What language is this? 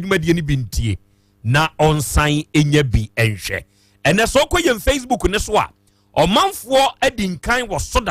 Akan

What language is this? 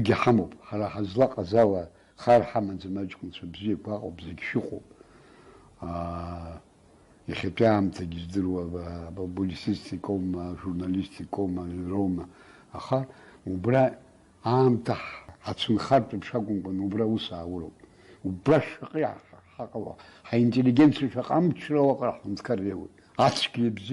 Abkhazian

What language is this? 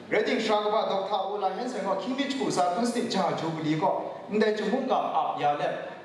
Kachin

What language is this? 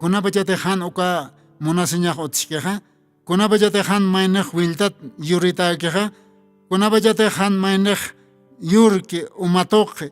Aymara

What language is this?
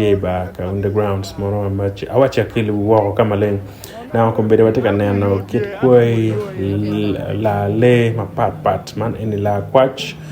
Acoli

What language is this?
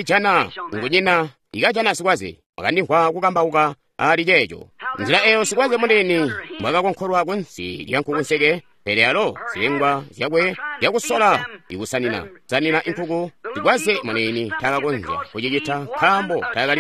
Tonga (Zambia)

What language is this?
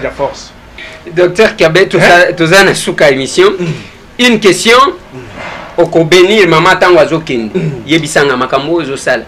Lingala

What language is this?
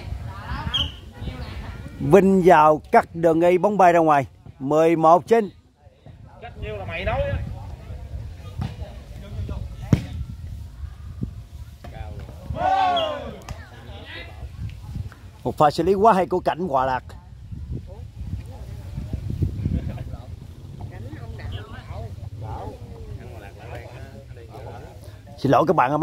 Vietnamese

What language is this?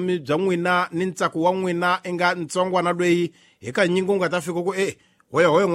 Tsonga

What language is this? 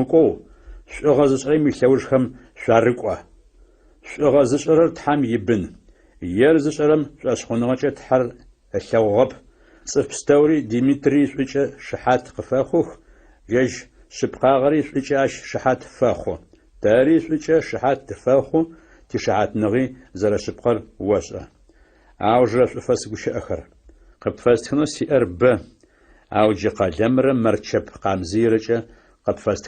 Adyghe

